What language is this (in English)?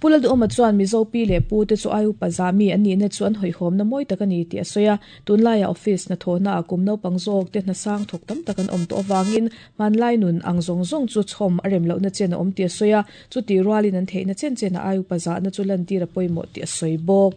Mizo